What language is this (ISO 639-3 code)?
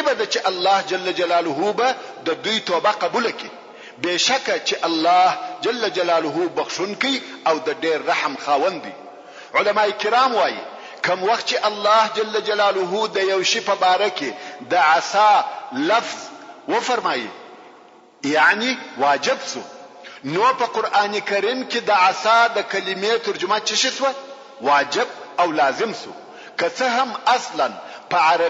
pus